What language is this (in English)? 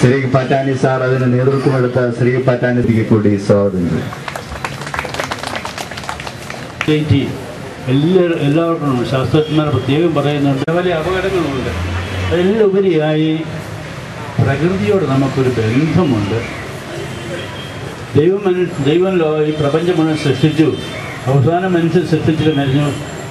Malayalam